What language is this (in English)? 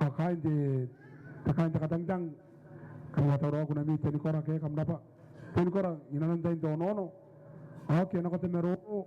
Gilbertese